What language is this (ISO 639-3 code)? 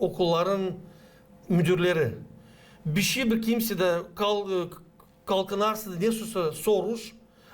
gag